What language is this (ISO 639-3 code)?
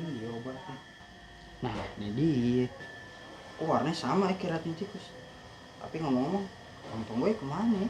bew